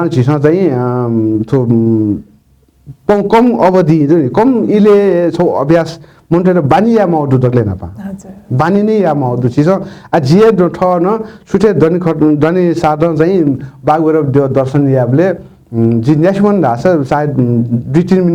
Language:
Newari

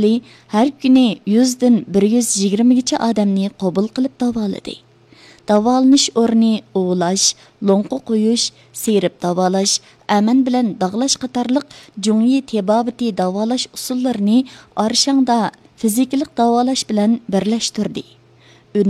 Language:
Uyghur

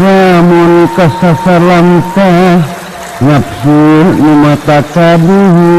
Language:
Sundanese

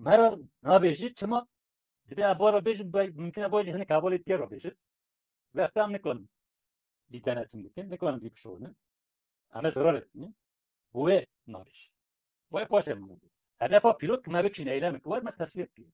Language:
Kurdish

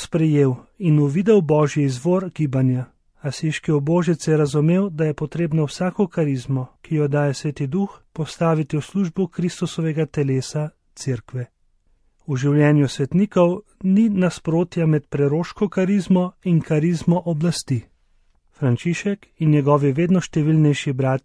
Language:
Slovenian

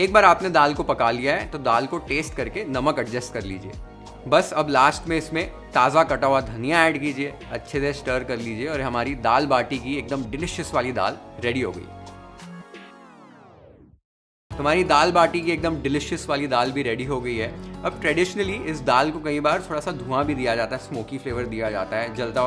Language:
Hindi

